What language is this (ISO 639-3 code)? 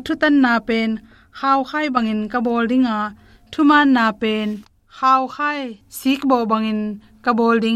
ctd